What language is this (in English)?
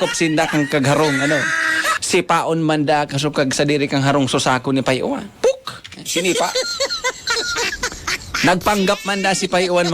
Bikol